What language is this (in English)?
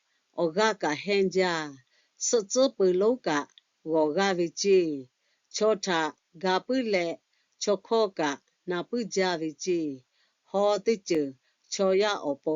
Lahu